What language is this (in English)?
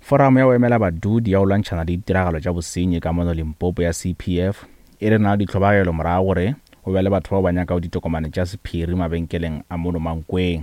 Northern Sotho